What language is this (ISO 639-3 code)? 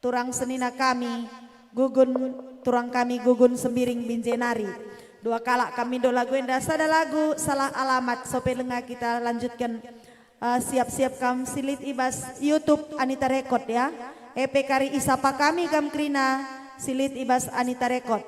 btx